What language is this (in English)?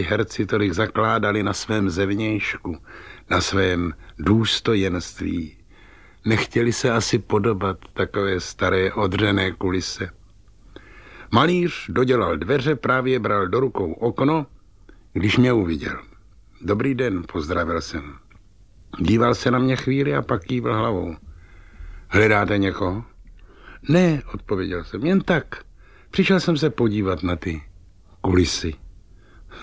Czech